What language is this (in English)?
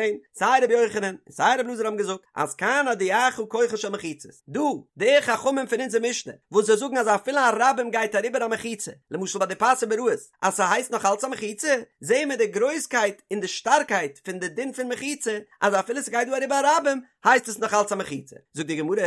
Yiddish